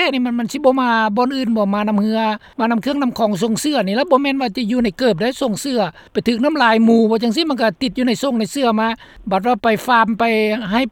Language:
Lao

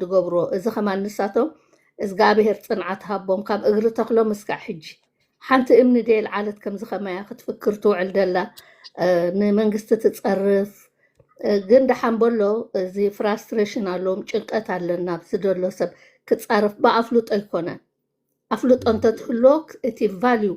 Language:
Tigrinya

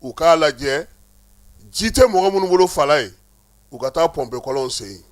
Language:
Bambara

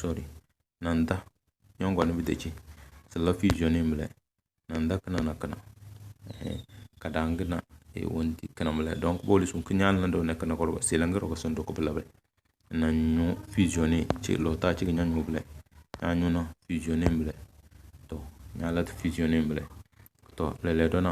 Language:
Tem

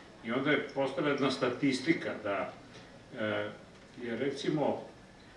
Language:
Serbian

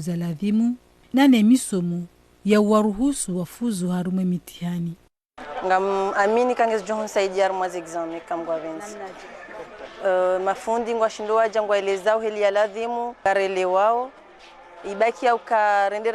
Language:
Ngazidja Comorian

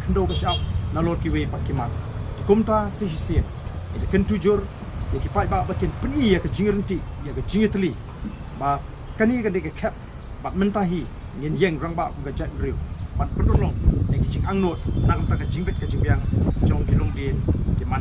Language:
Khasi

